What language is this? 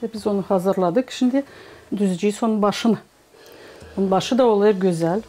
Gagauz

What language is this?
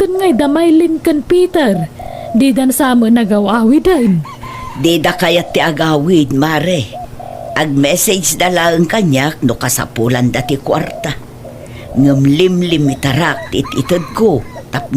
Iloko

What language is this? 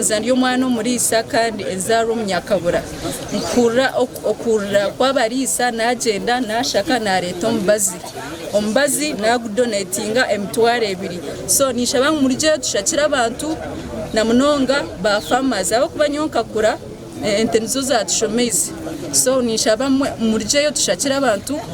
Nyankole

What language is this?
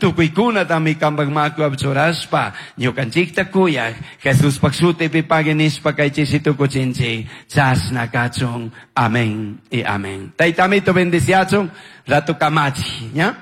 Chimborazo Highland Quichua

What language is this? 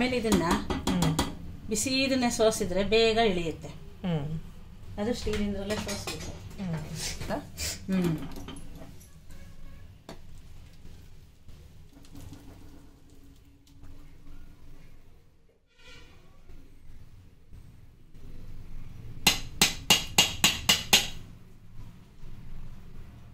Kannada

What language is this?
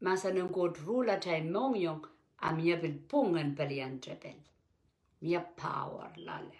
Pohnpeian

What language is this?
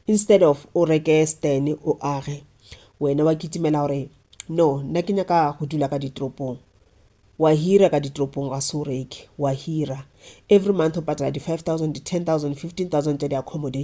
Northern Sotho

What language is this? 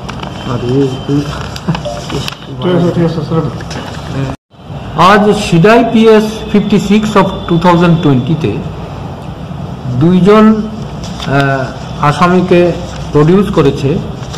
Bangla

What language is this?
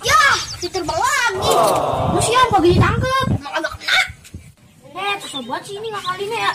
Betawi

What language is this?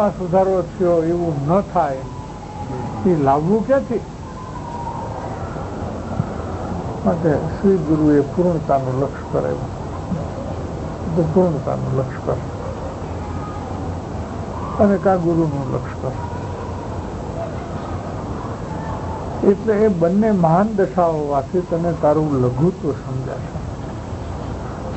Gujarati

